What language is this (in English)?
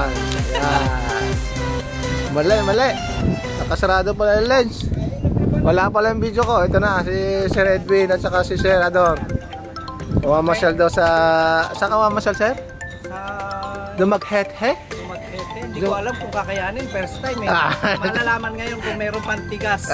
Filipino